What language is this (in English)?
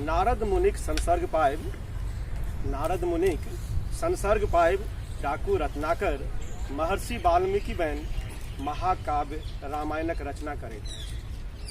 Maithili